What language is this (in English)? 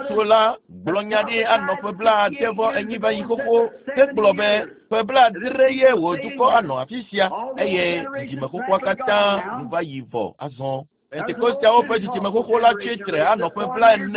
Ewe